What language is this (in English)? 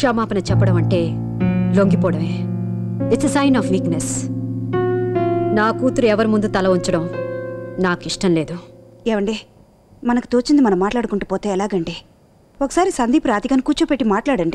Telugu